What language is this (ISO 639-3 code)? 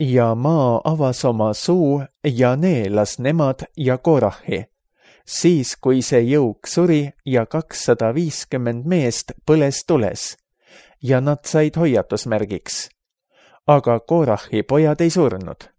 est